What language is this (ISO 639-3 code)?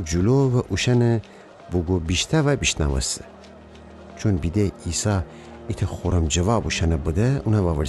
glk